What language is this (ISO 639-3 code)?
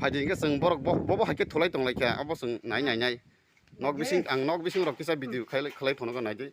trp